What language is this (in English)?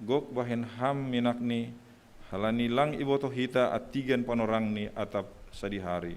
Batak Simalungun